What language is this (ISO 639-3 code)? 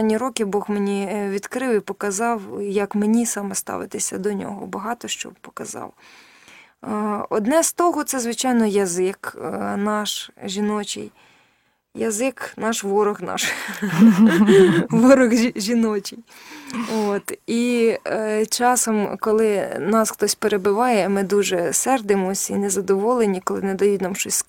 ukr